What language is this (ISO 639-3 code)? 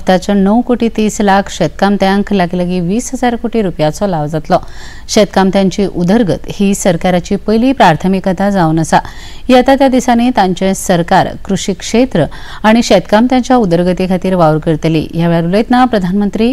kok